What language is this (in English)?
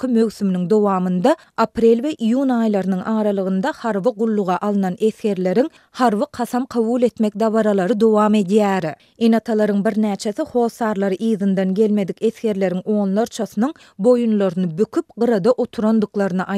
Turkmen